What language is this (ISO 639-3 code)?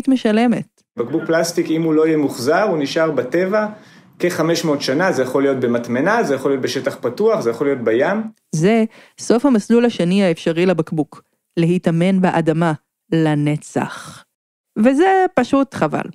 heb